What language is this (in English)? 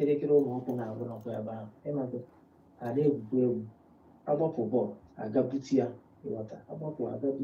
Igbo